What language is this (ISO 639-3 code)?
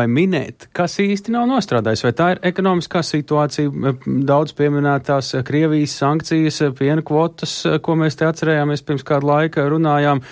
lav